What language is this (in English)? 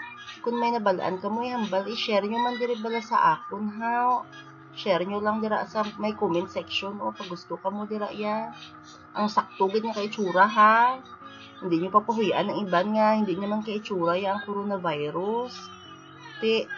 Hiligaynon